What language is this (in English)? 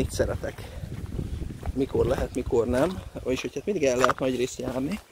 Hungarian